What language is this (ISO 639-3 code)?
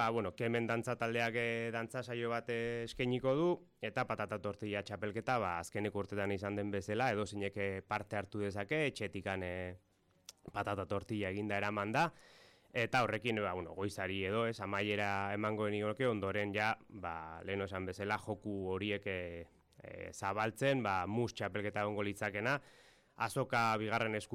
eus